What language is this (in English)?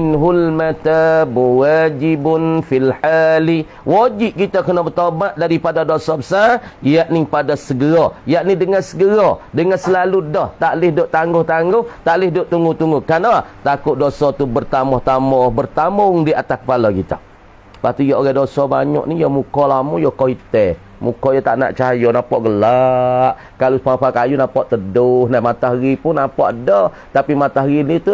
Malay